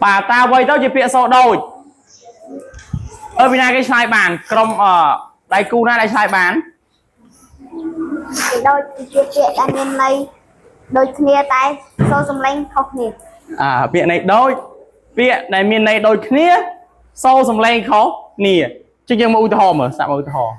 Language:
Khmer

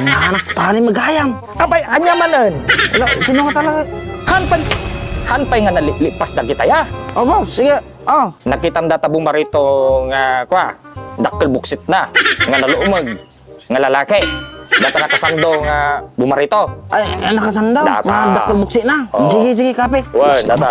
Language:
Iloko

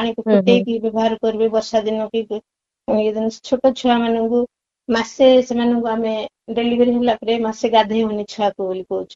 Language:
Odia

